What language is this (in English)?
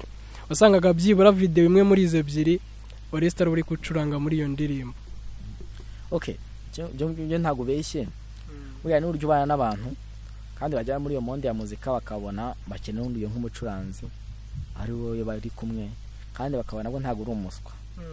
Kinyarwanda